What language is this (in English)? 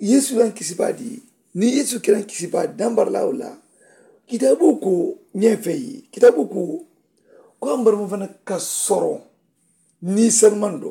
Mandingo